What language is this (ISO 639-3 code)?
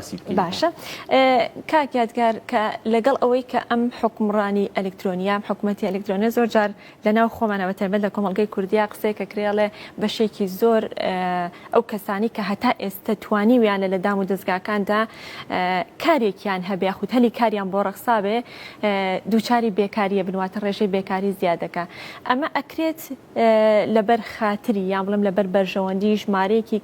ckb